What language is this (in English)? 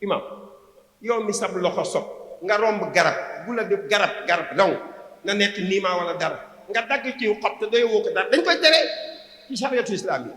Wolof